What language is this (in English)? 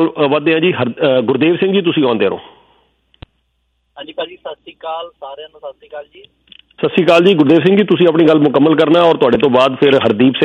Punjabi